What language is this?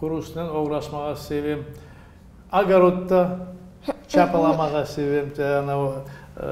Crimean Tatar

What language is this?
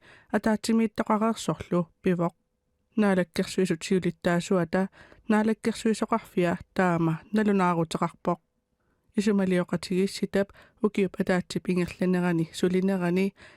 Kalaallisut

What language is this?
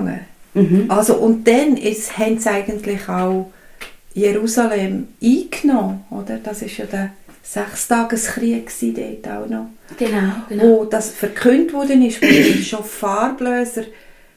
Swiss German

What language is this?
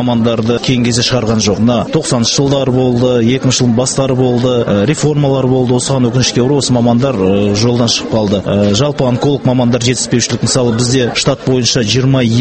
Kazakh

